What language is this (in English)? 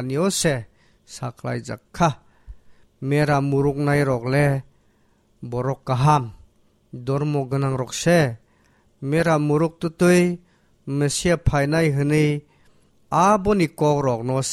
Kok Borok